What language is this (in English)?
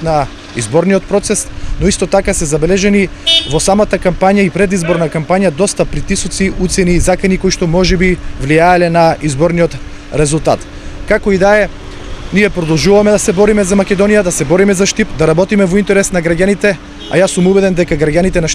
Macedonian